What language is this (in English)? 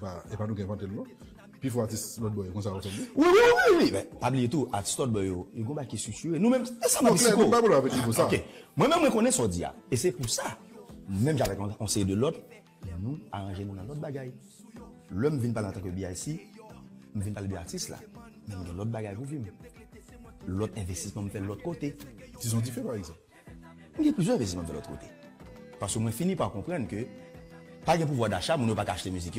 Haitian Creole